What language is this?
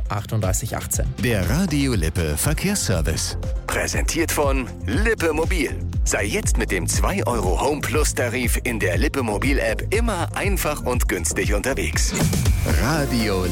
German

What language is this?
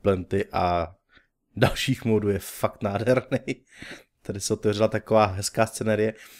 Czech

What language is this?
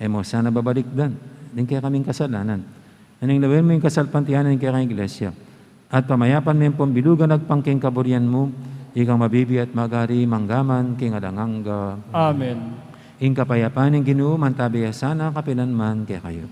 Pampanga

